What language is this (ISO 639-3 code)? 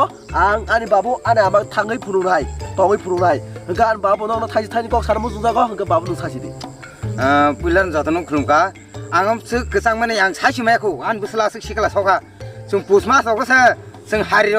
trp